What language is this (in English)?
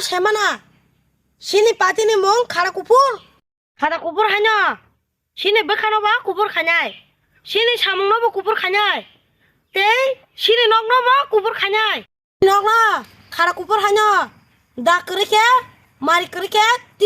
Kok Borok